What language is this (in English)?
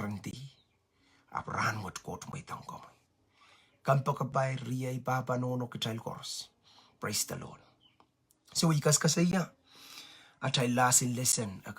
Pohnpeian